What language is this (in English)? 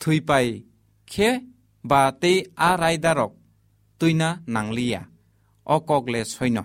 Kok Borok